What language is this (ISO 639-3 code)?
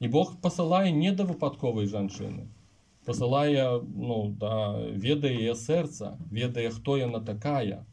bel